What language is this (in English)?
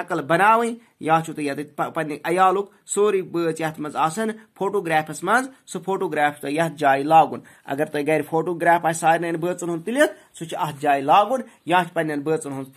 Kashmiri